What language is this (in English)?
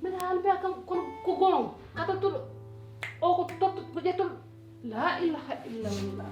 Fula